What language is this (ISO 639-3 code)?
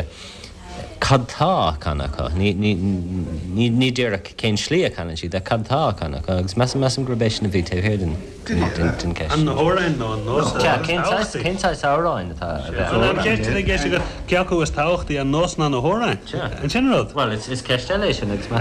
gle